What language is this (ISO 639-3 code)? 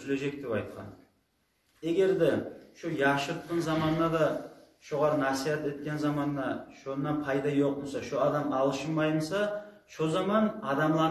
kum